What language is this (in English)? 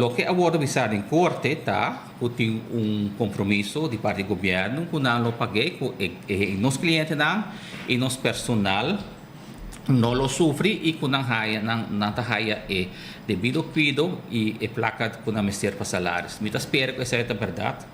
Papiamento